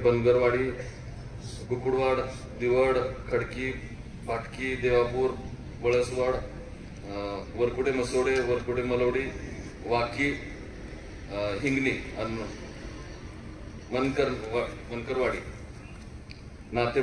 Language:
Marathi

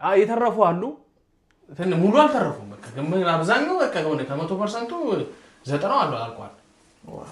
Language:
Amharic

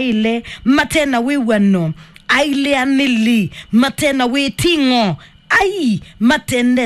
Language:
Kamba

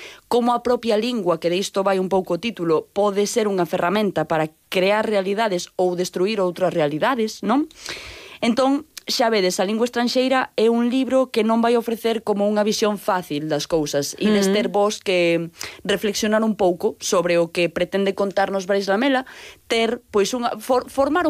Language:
Galician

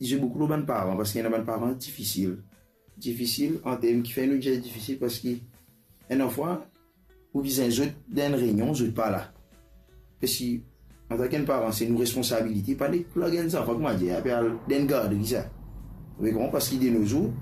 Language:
Morisyen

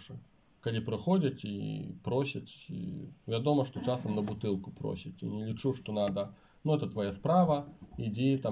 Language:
Belarusian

